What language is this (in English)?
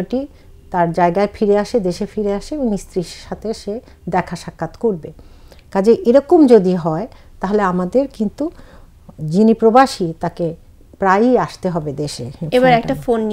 Bangla